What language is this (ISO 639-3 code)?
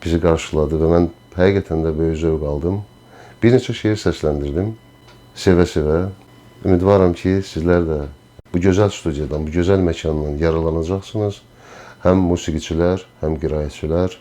aze